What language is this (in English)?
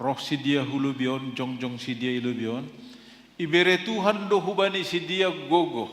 Batak Simalungun